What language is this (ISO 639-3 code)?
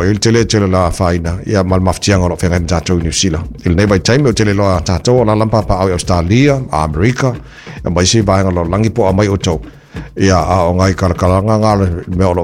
smo